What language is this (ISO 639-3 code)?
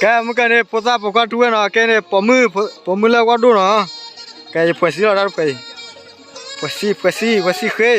ksw